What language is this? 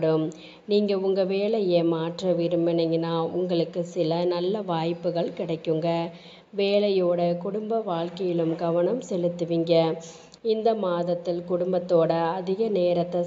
Tamil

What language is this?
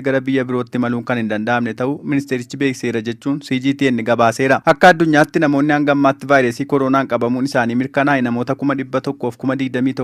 Oromo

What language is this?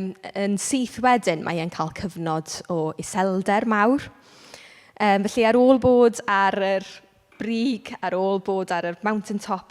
Welsh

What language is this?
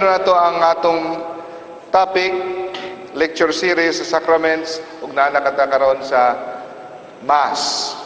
Cebuano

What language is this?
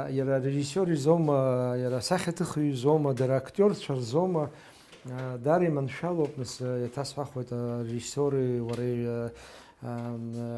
Abkhazian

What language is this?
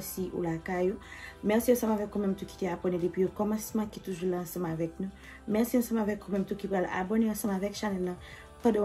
Haitian Creole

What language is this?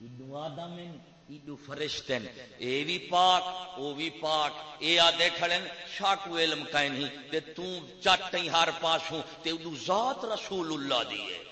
Saraiki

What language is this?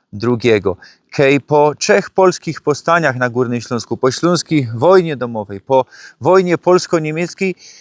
Silesian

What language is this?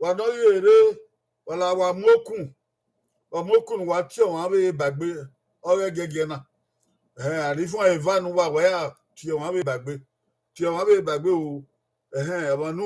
Bini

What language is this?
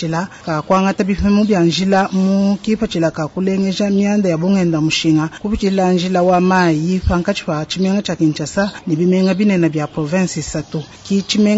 Luba-Lulua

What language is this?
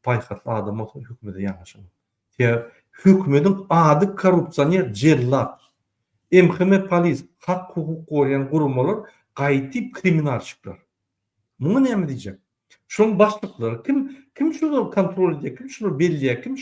Turkmen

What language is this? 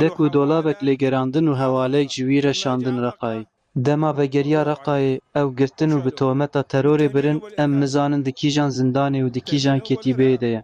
Kurdish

